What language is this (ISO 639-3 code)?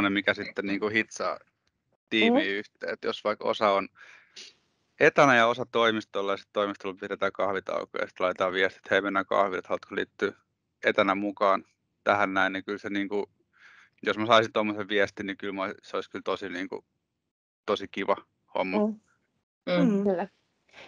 fin